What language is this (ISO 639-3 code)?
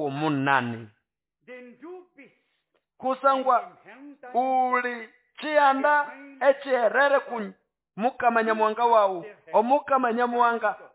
nnb